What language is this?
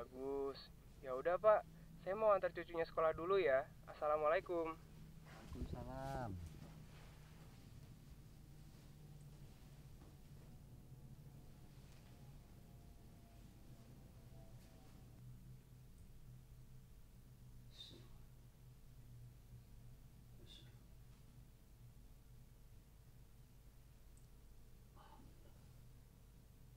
Indonesian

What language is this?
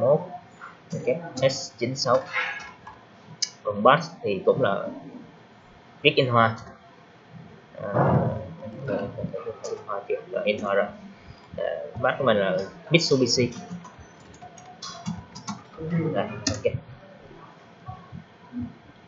Vietnamese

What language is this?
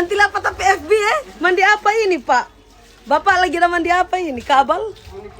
Manado Malay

